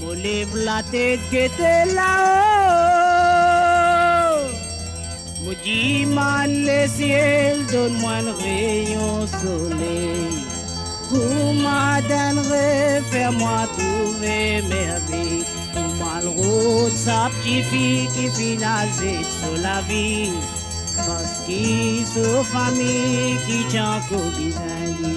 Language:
Morisyen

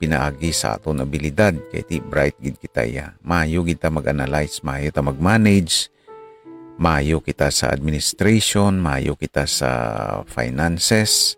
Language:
Hiligaynon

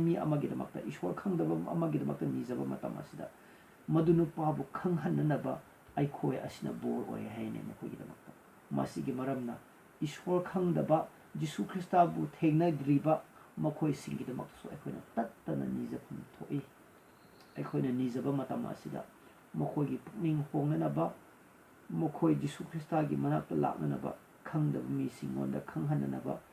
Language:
Manipuri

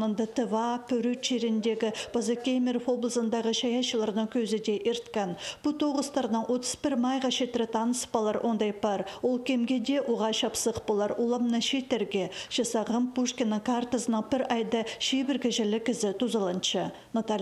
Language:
Khakas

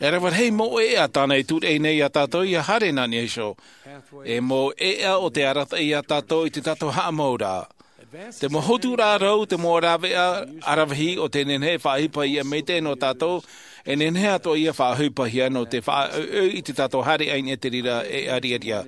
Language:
Tahitian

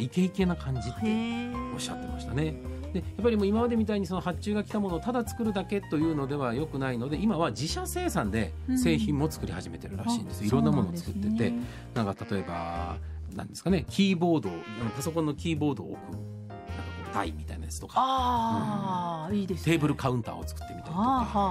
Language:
Japanese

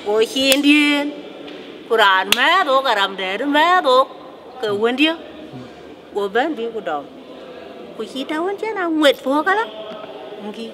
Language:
Dinka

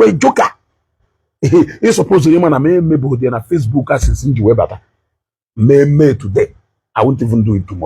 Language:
Igbo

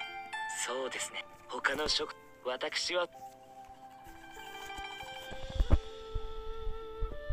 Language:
Japanese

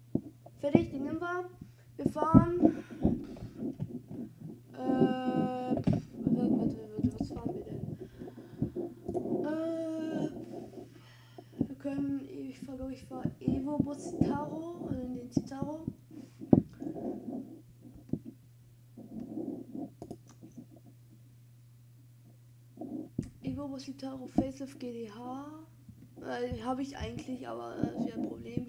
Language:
German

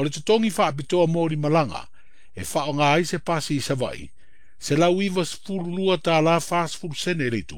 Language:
Samoan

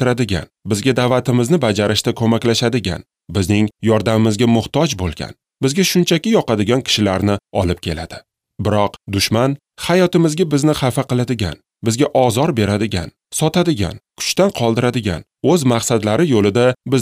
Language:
Uzbek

